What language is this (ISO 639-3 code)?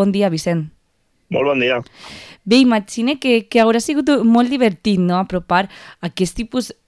cat